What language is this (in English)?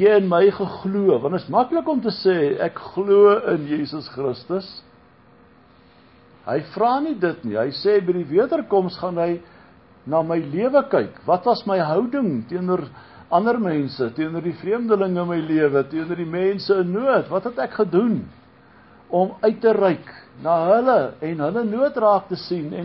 Afrikaans